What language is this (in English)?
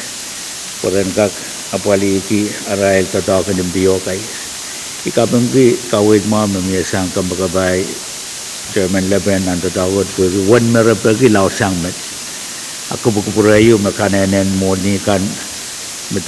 Pohnpeian